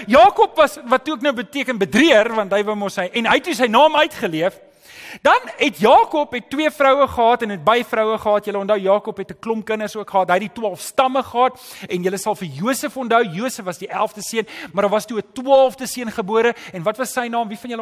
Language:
Afrikaans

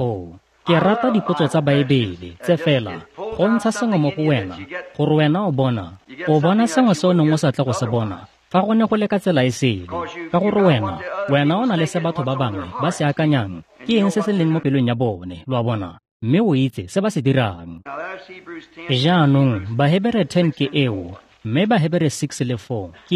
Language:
Tswana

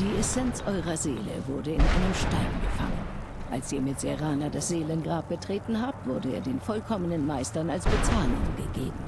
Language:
Bavarian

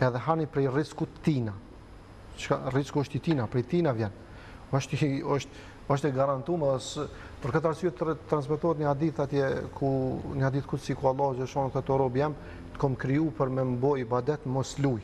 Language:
Albanian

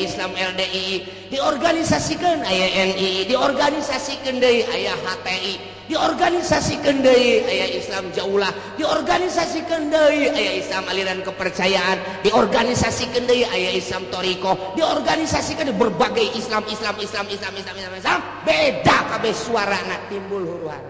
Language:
Sundanese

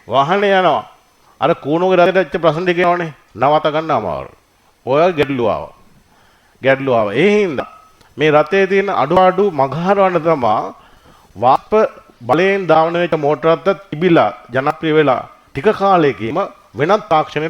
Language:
Sinhala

